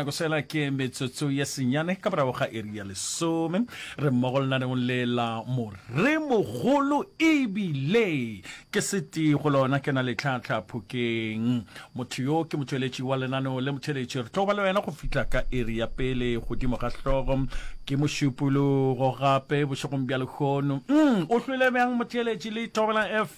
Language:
Northern Sotho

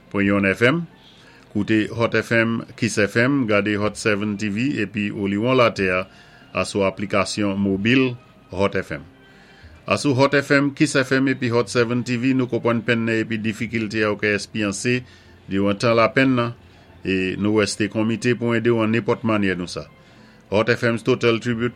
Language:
Saint Lucian Creole French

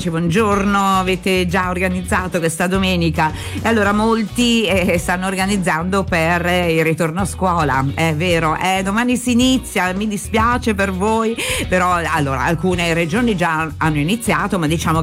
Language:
Italian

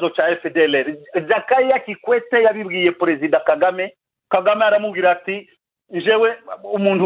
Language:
Kinyarwanda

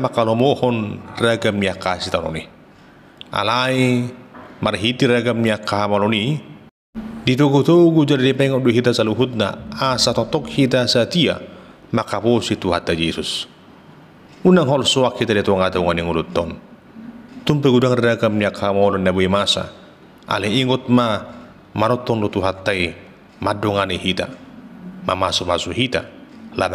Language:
Batak Toba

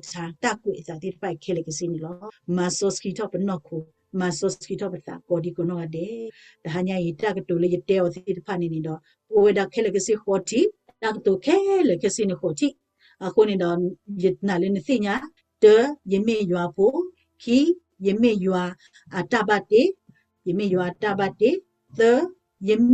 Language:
S'gaw Karen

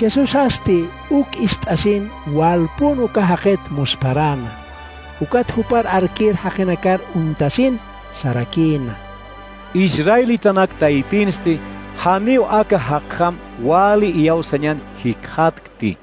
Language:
Aymara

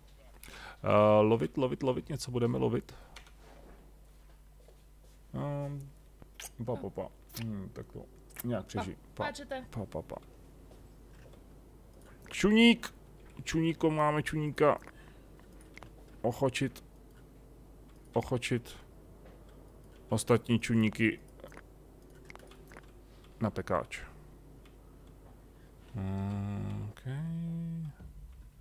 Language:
Czech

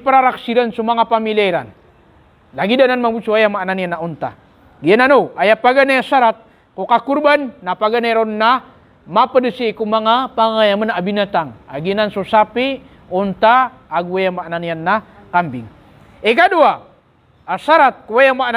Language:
Maranao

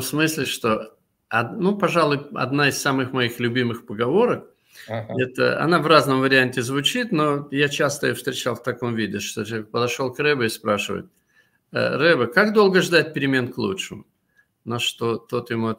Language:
Russian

